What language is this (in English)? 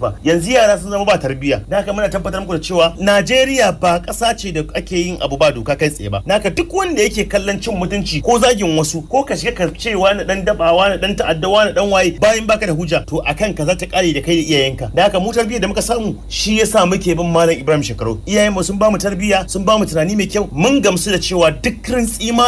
Hausa